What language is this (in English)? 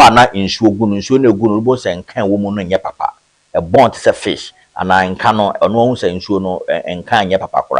Akan